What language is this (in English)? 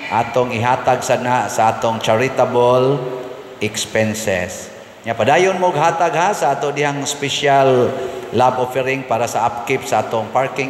Cebuano